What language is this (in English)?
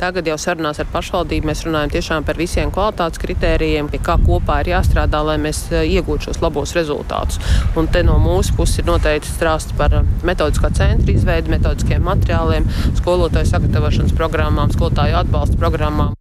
Latvian